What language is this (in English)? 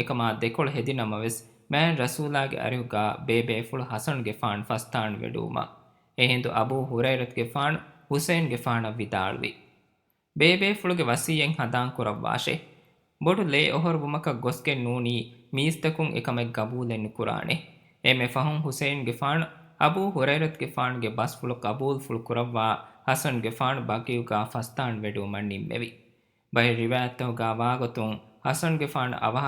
Divehi